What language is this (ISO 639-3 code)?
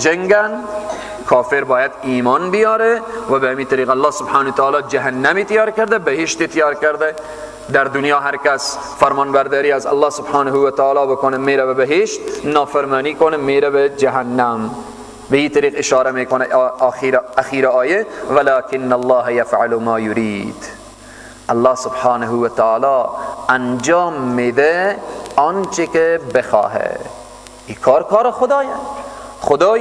fas